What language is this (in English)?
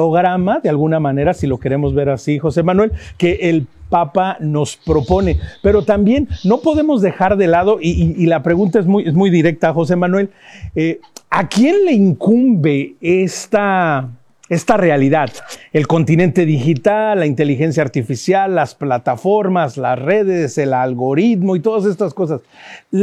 Spanish